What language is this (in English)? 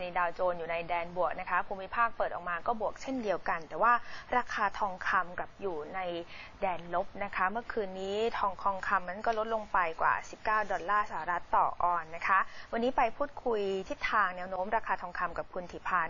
Thai